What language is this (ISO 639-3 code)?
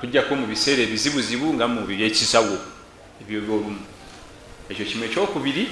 lug